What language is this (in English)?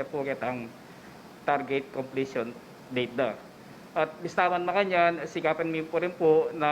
Pampanga